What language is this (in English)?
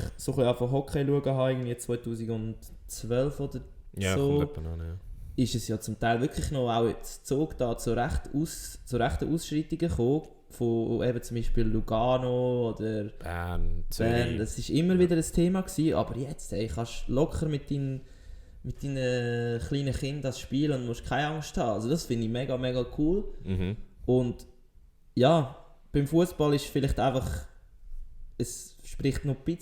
Swiss German